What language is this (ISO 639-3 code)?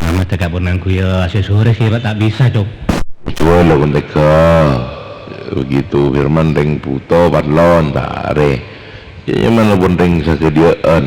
mad